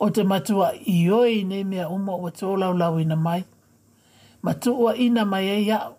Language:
Samoan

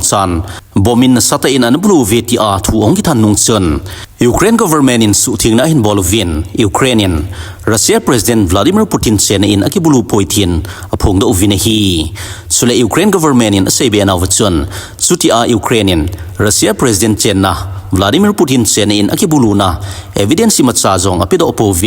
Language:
Thado Chin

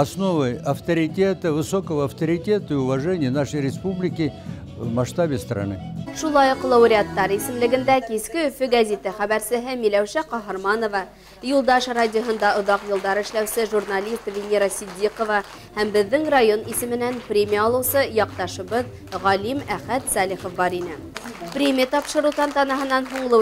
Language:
Bashkir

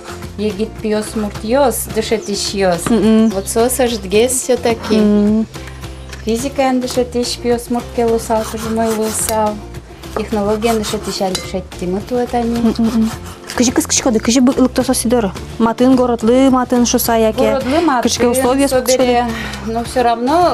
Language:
Udmurt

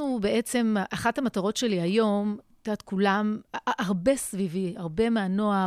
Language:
Hebrew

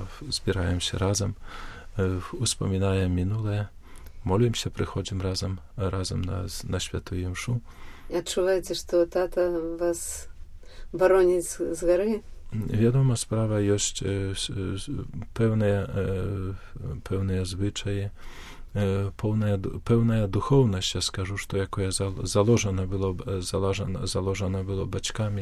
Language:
Belarusian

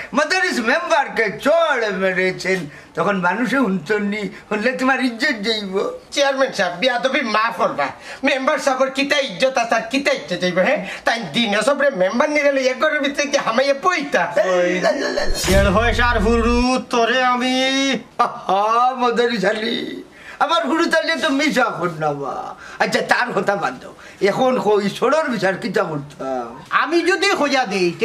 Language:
Sylheti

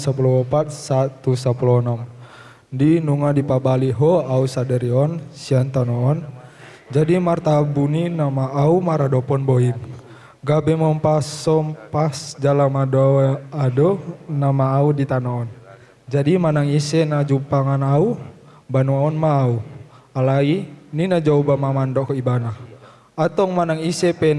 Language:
Batak Toba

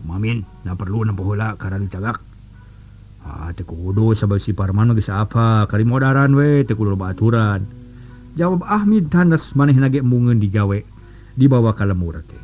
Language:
Sundanese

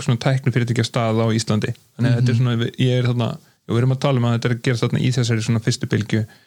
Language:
Icelandic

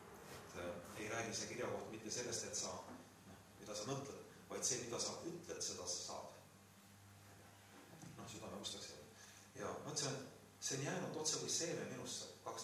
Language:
Estonian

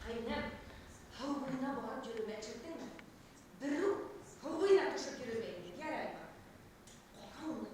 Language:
Bashkir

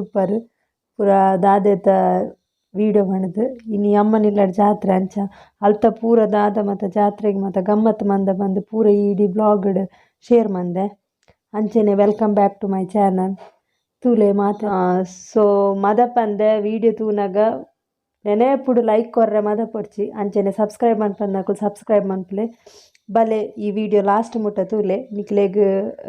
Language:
Tulu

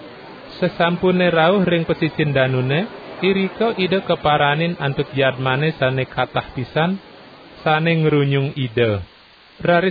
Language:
Balinese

